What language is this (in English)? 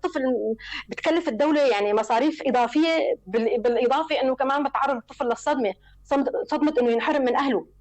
North Levantine Arabic